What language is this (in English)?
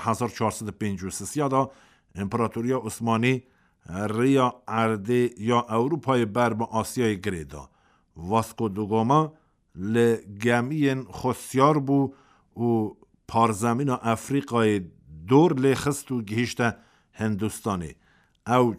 Kurdish